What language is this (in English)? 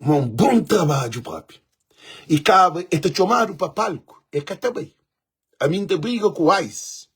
Kabuverdianu